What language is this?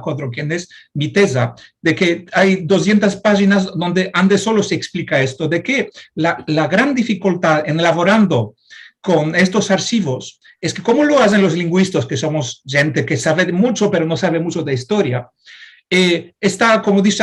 Ladino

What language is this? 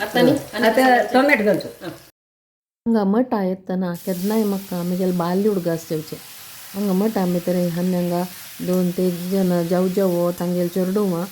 Konkani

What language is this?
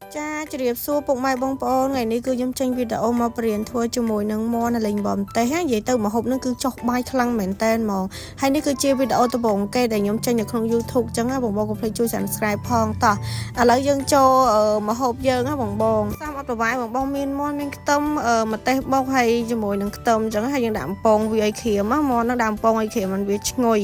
Khmer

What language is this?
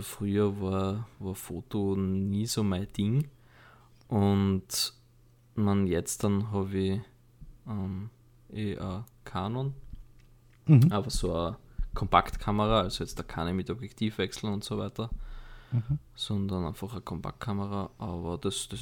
German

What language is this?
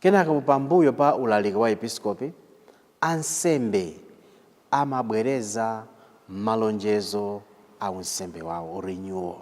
Nyanja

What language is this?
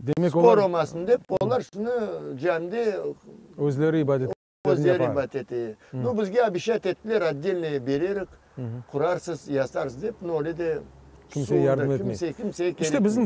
Crimean Tatar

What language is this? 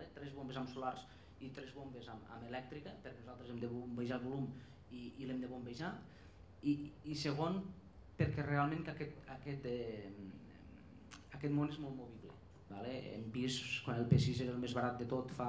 Catalan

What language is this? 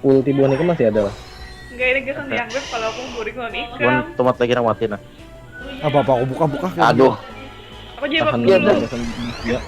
Banjar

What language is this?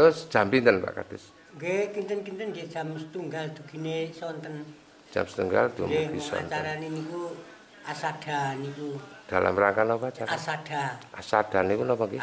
Javanese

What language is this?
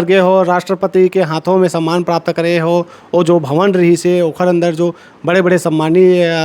Chhattisgarhi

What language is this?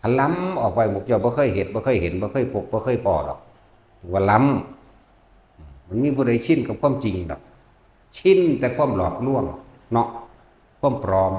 Northeastern Thai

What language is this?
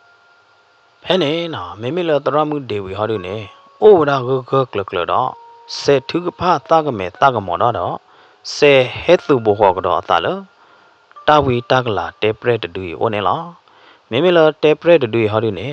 S'gaw Karen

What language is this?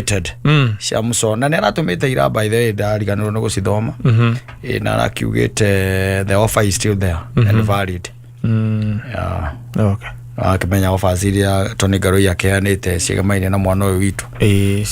Kikuyu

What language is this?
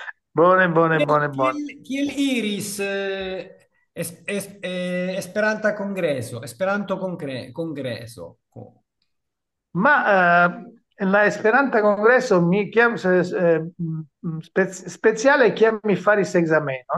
Esperanto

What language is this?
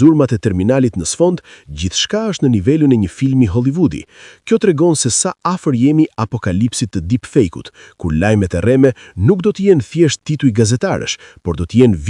Albanian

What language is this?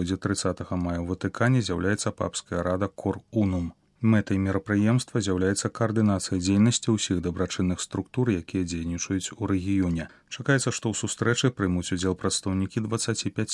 Belarusian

